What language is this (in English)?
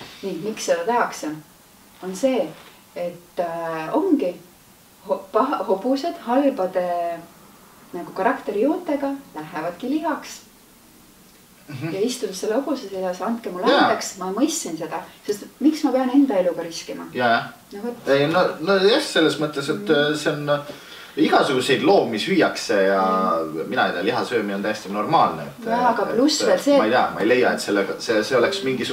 Estonian